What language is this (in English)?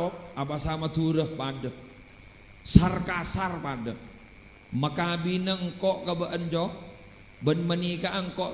Madurese